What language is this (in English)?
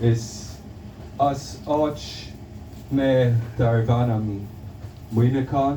Irish